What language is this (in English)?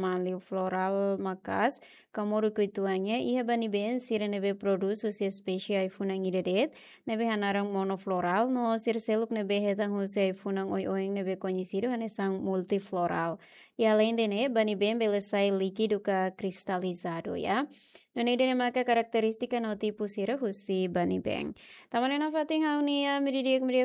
Tetum